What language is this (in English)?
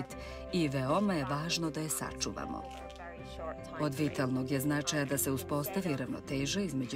Serbian